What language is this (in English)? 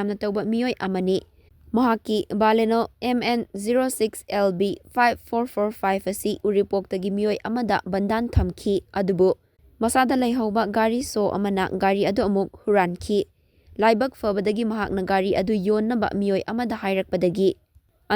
Manipuri